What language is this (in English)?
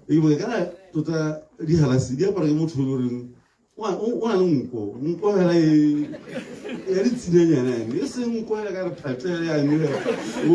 Tswana